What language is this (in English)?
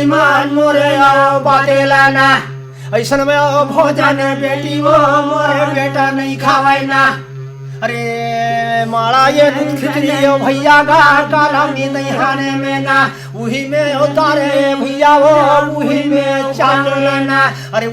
Chhattisgarhi